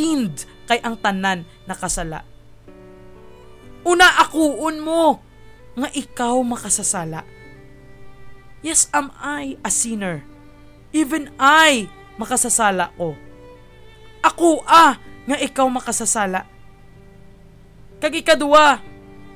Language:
Hiligaynon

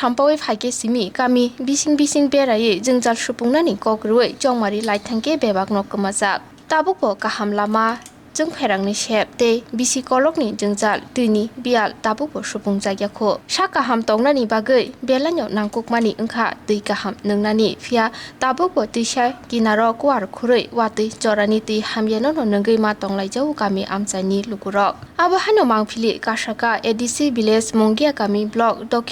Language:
Kok Borok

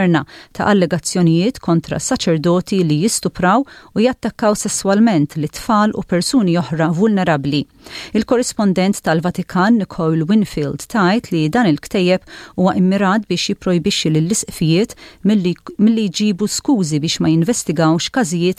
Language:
Maltese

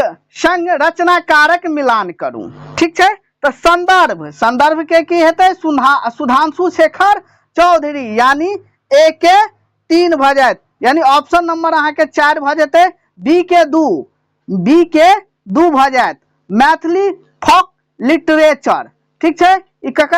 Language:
Maithili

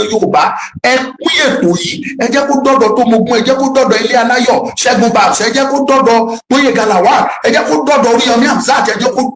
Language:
Yoruba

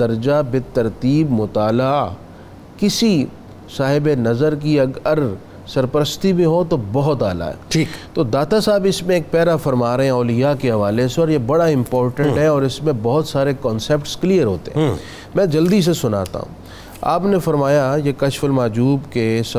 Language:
Urdu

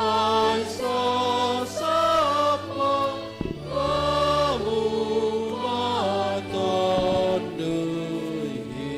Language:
Batak Simalungun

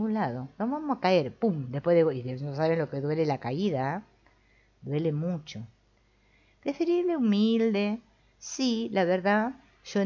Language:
Spanish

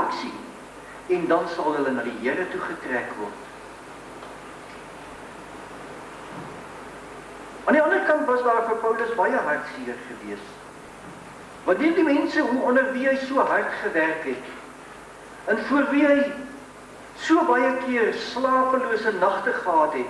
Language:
Afrikaans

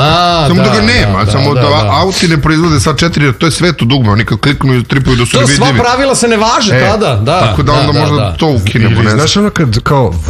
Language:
Serbian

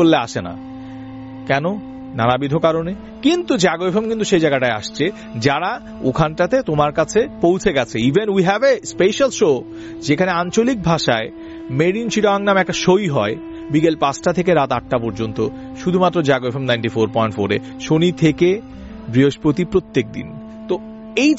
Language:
Bangla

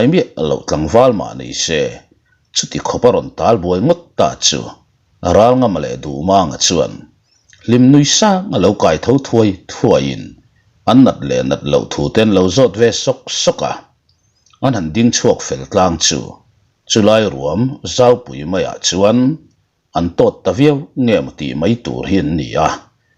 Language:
Mizo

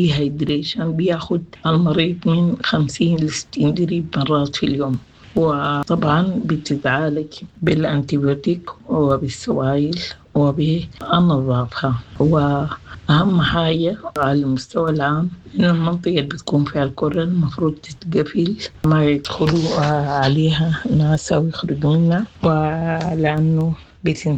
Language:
Sudanese Arabic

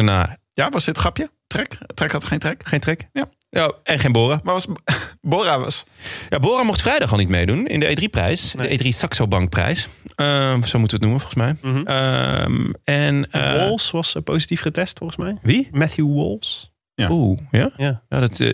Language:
Dutch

